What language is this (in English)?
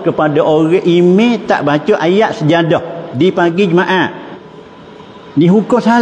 Malay